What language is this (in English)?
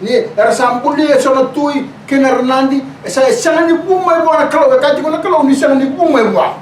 Fijian